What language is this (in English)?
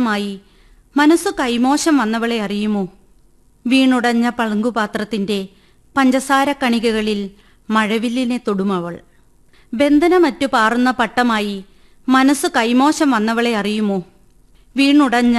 Malayalam